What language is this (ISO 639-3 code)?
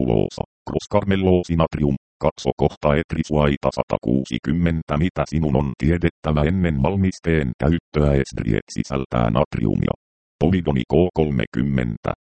fin